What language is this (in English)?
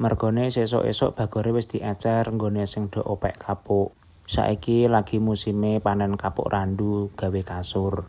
Javanese